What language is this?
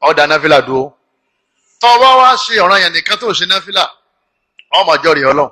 Yoruba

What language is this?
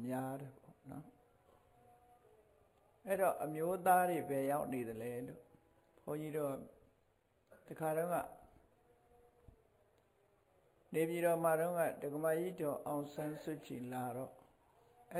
Burmese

